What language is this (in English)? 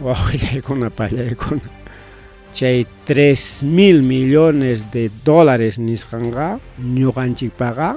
Ayacucho Quechua